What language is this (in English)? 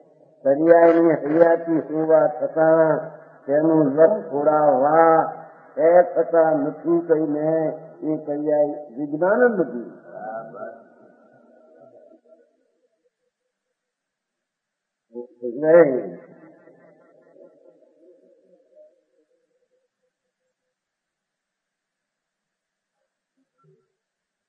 Gujarati